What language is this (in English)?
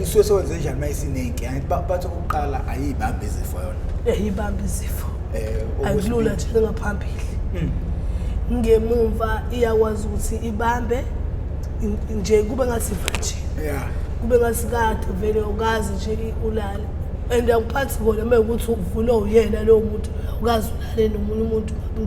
Zulu